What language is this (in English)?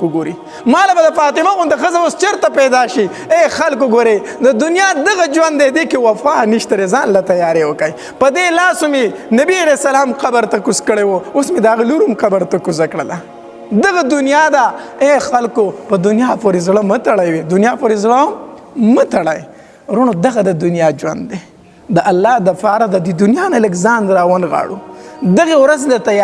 Pashto